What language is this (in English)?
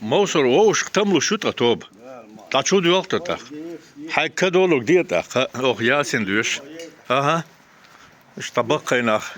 Chechen